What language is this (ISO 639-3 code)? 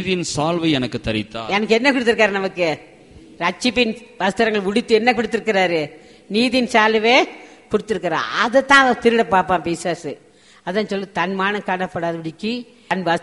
tam